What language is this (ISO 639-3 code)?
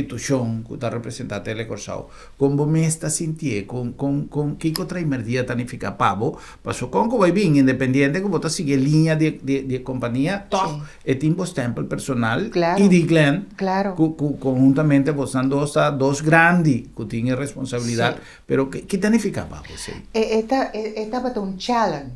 pap